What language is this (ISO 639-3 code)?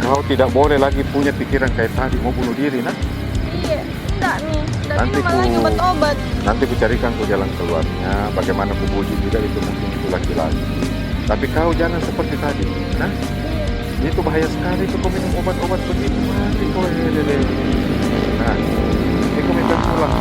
mfp